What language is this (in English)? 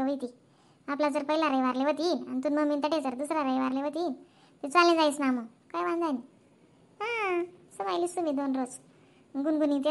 Khandesi